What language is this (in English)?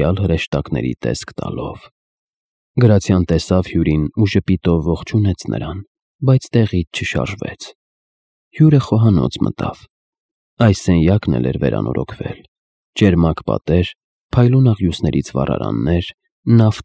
Armenian